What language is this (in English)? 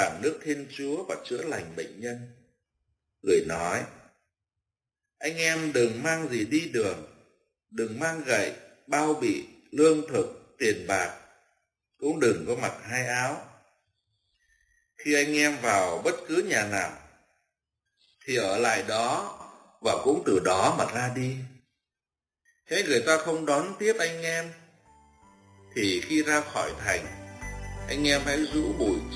Vietnamese